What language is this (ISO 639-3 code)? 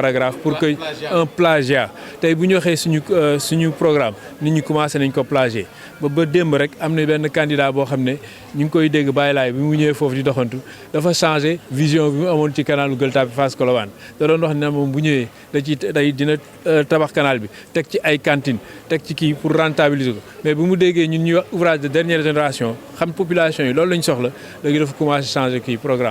wol